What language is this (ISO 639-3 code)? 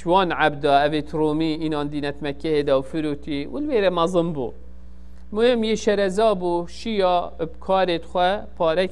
kur